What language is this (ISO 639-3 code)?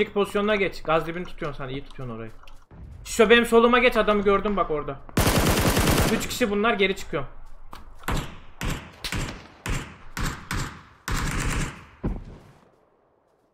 tur